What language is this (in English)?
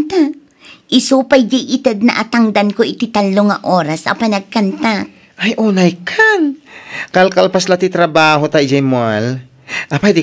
Iloko